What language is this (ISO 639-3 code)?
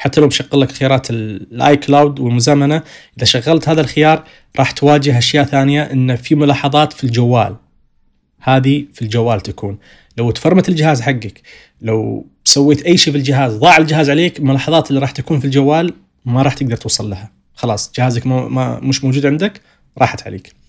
ars